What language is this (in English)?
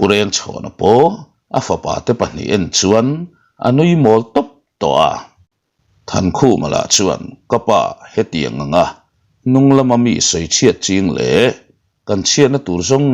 Mizo